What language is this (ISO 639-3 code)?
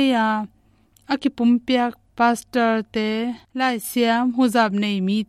ctd